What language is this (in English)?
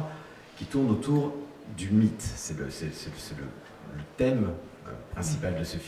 French